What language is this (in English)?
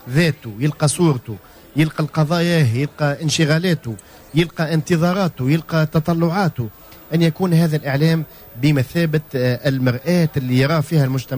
Tunisian Arabic